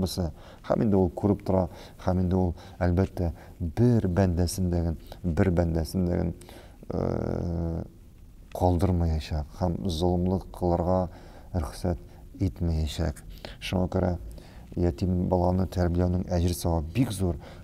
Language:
Tatar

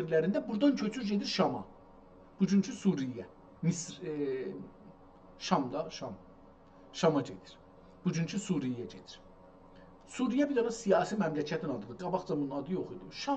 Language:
South Azerbaijani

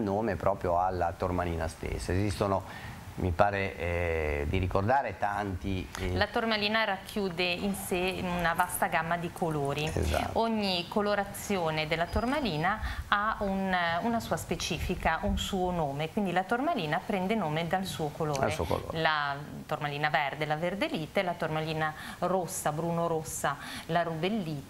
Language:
Italian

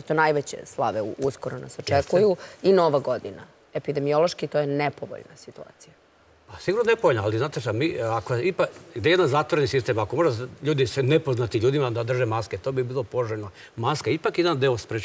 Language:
Serbian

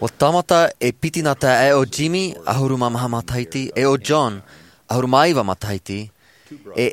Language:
Tahitian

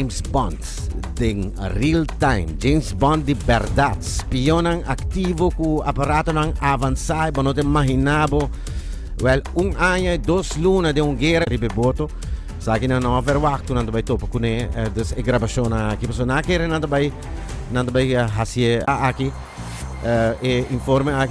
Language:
Papiamento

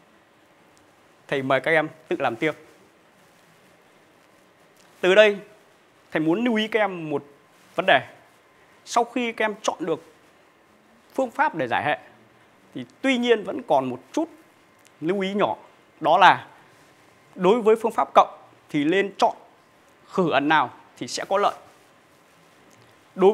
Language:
Vietnamese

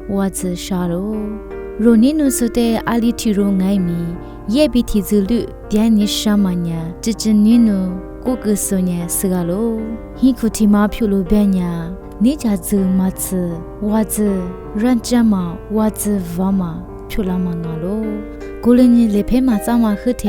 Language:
Lisu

